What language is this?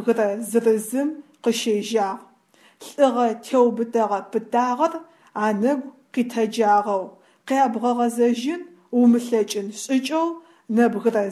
Adyghe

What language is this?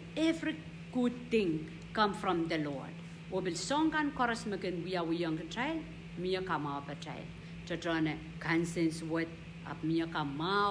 Pohnpeian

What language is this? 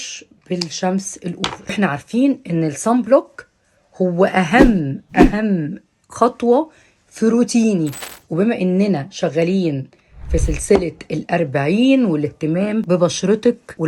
Egyptian Arabic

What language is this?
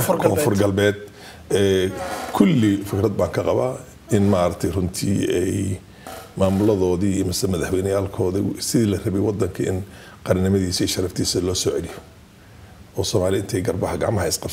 Somali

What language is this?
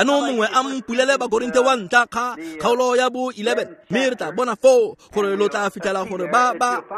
Tswana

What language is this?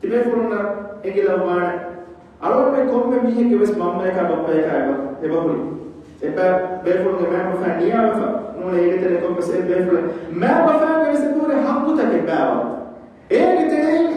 Divehi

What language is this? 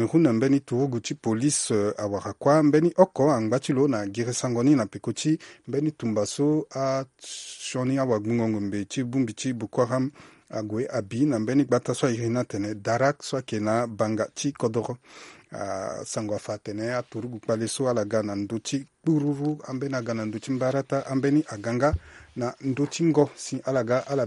Sango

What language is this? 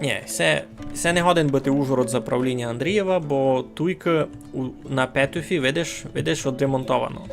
Rusyn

